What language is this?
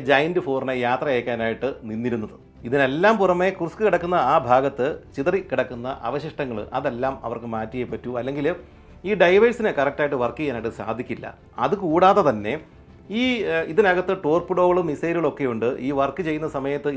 Malayalam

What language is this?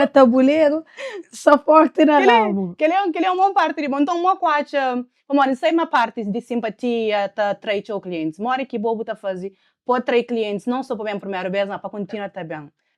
Kabuverdianu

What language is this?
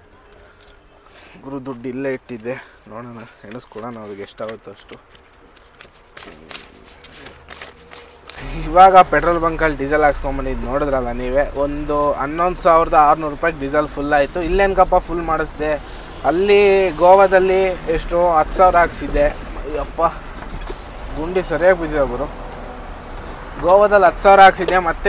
Kannada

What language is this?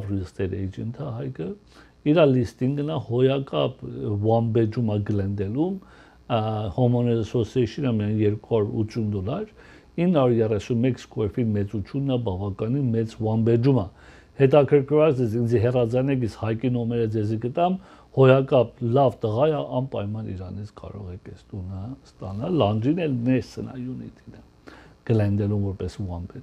Armenian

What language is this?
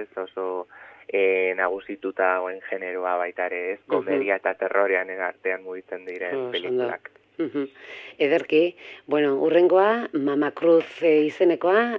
Basque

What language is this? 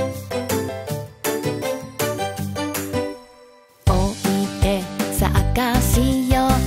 Japanese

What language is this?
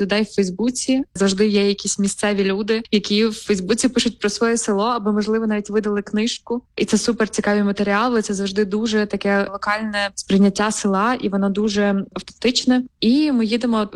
Ukrainian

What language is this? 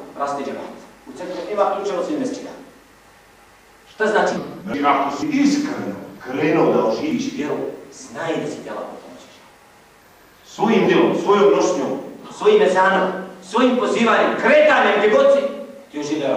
Bosnian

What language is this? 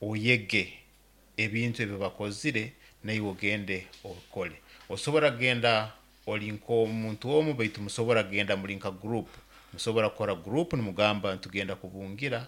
Nyoro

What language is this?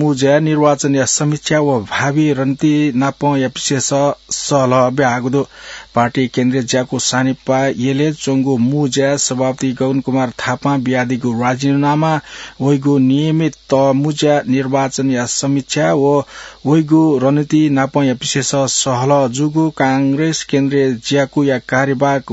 Newari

